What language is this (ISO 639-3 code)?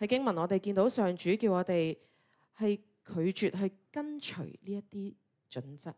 yue